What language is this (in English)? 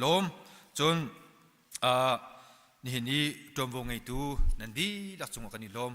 Hakha Chin